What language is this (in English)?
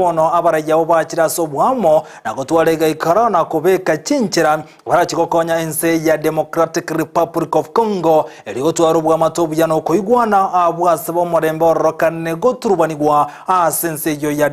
Gusii